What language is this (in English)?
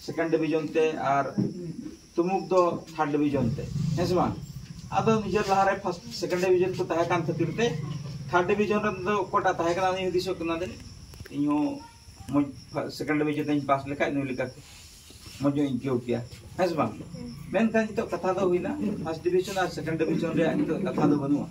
Santali